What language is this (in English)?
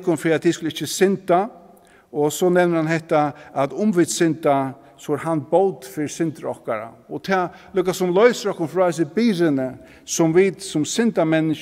Faroese